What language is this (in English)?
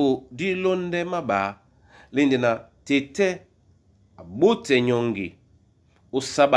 Duala